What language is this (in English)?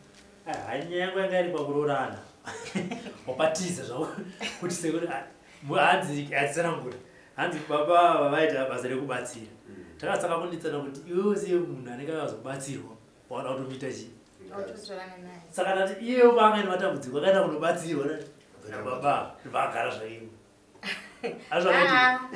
Shona